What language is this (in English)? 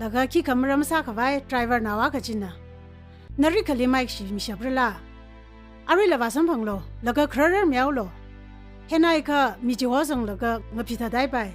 Tangkhul Naga (India)